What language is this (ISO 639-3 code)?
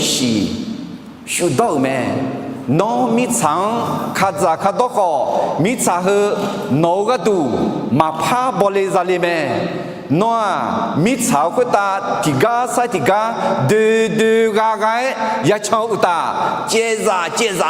ahk